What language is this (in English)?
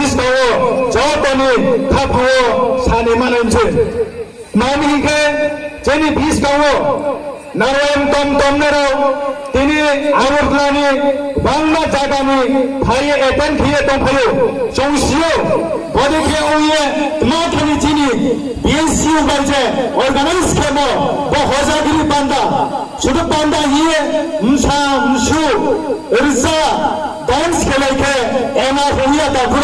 Riang (India)